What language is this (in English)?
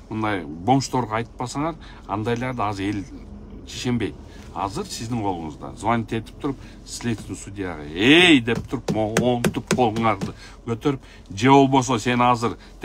Kyrgyz